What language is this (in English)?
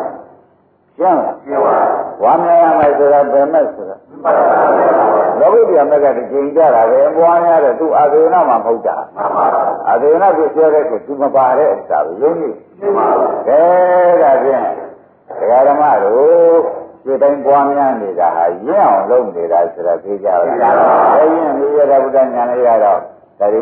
Burmese